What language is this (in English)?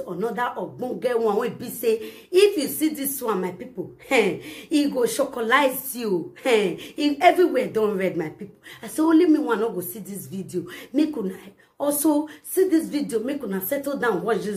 Nigerian Pidgin